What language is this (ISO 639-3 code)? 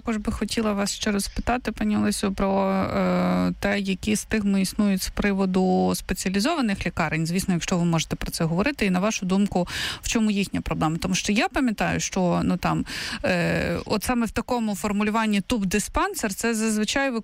ukr